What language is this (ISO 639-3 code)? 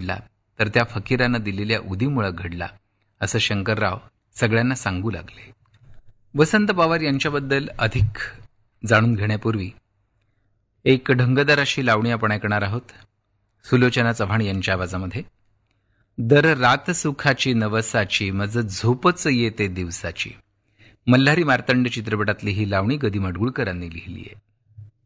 mar